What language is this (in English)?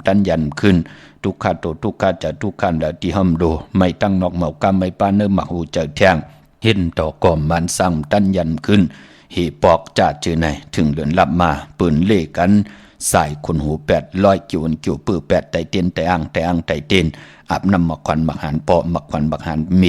Shan